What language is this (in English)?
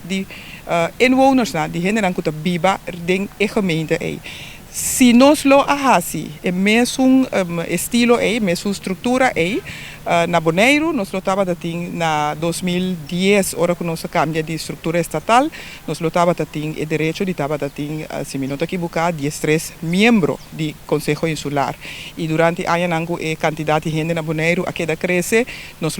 Papiamento